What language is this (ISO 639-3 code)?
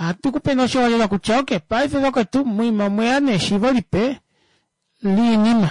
kua